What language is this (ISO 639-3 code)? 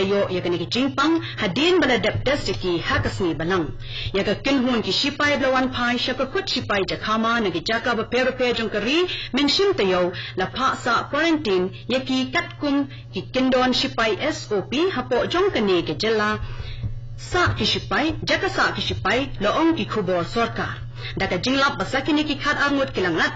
kha